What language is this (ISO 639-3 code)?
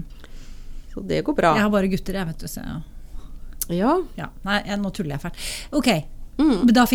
nor